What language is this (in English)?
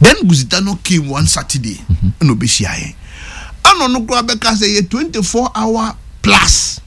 Akan